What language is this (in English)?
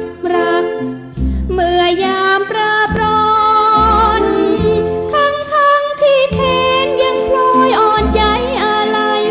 Thai